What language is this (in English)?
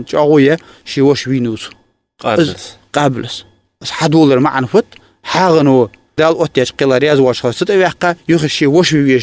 Ingush